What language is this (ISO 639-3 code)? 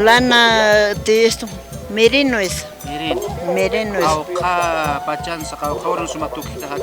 aym